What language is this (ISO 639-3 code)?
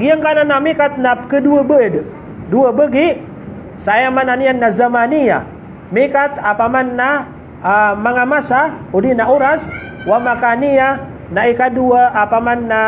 mrw